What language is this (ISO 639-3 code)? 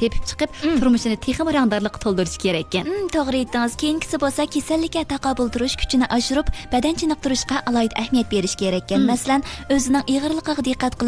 uig